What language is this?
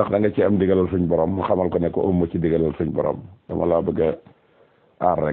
Wolof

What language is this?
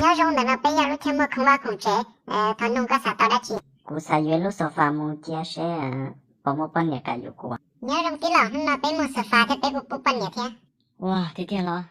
Hmong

